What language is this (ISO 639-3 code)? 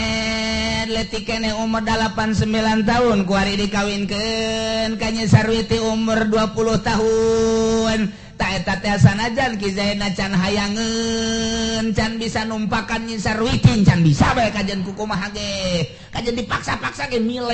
sun